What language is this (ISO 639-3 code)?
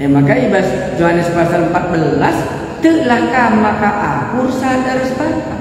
btx